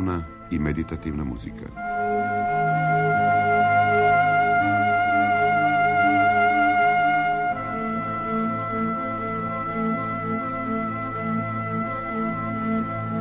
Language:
Serbian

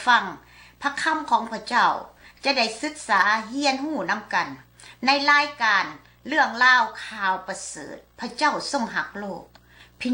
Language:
Lao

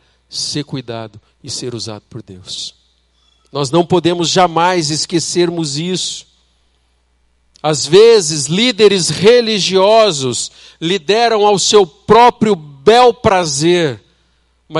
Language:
Portuguese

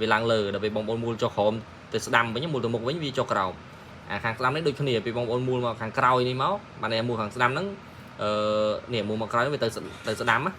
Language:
Khmer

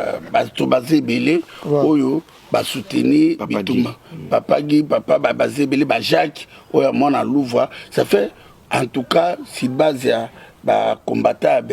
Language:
Lingala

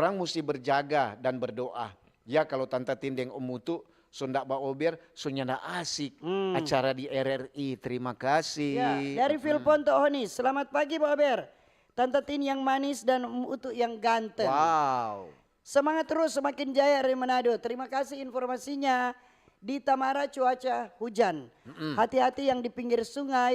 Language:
Manado Malay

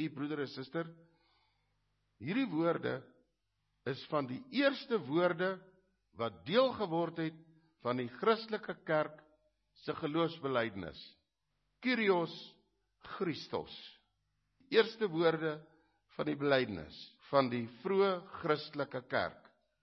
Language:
Afrikaans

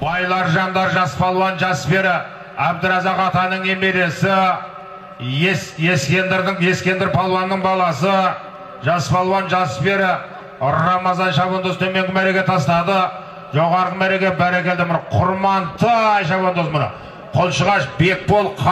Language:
Kazakh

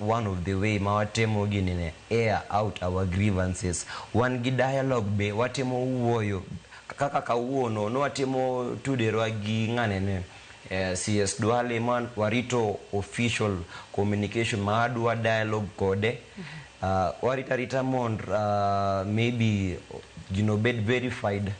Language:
Luo (Kenya and Tanzania)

